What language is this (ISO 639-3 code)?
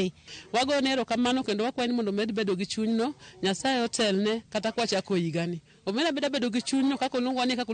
luo